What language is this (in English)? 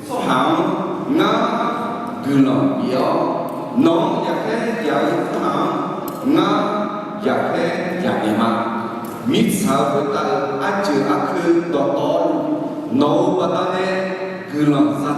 Akha